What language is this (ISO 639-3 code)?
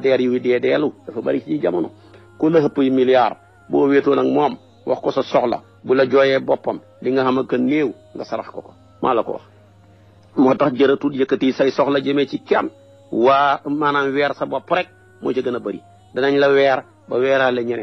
wol